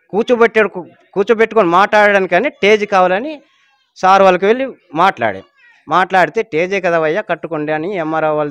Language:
Telugu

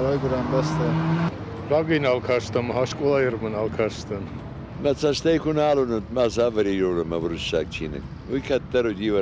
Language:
Ossetic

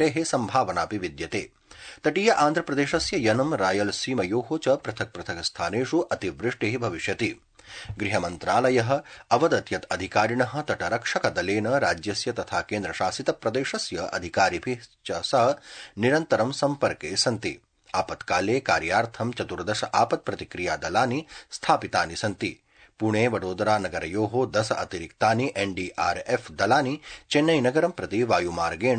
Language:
Sanskrit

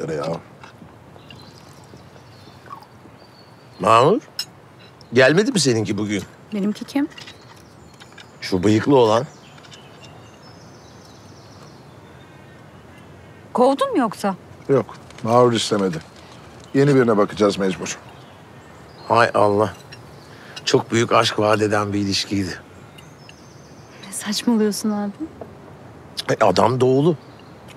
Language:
Turkish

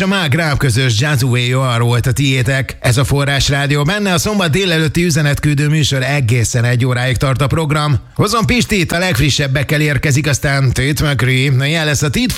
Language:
Hungarian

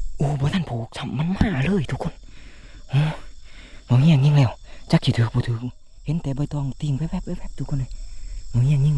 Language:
Lao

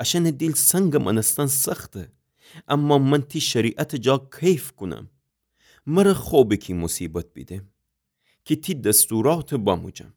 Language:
Gilaki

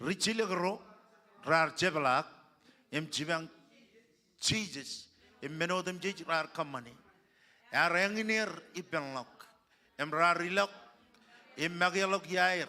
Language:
Marshallese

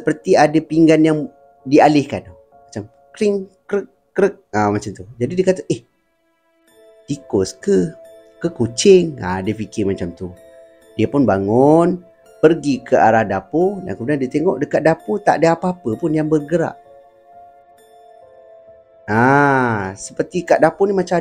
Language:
Malay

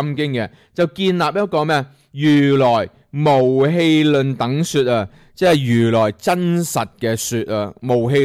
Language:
Cantonese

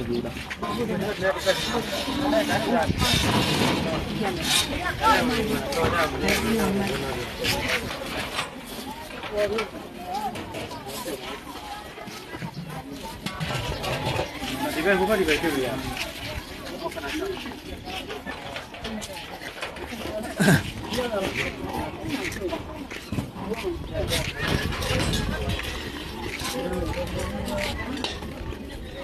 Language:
Burmese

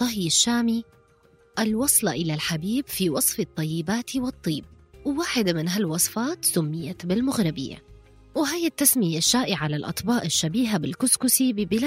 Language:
North Levantine Arabic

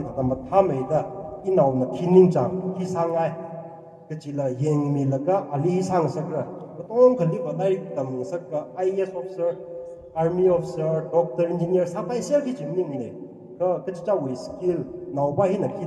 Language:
Tangkhul Naga (India)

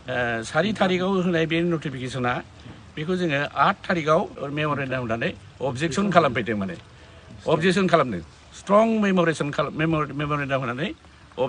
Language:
Bodo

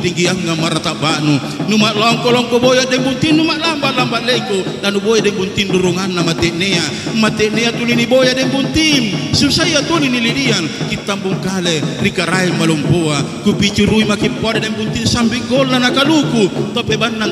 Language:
Makasar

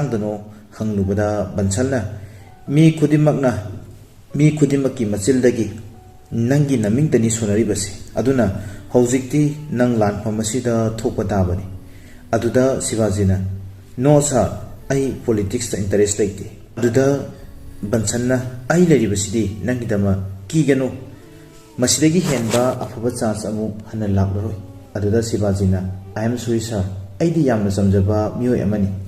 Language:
Manipuri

